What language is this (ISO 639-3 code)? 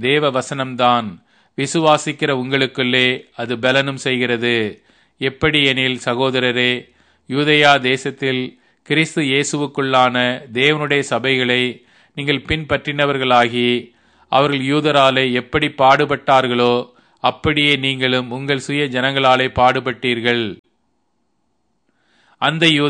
tam